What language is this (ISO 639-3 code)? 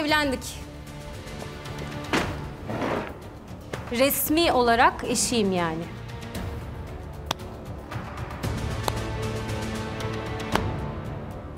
tur